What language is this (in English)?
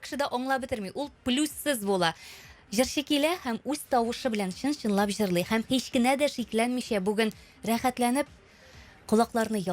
Tatar